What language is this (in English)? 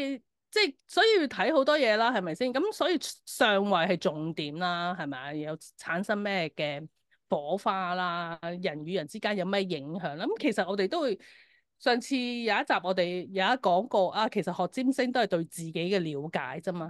Cantonese